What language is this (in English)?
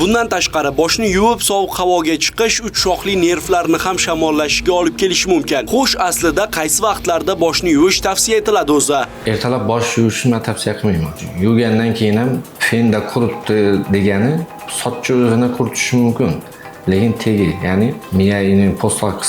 Uzbek